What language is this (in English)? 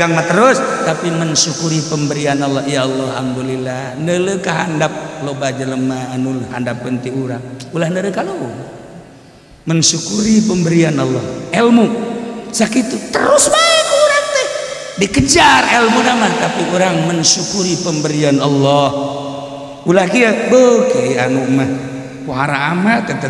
Sundanese